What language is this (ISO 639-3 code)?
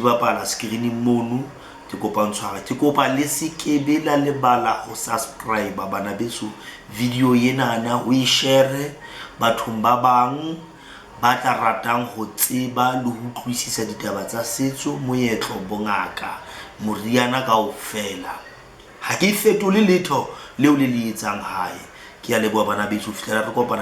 sot